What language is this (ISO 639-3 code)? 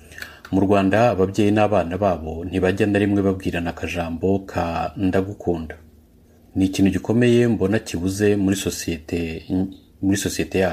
kin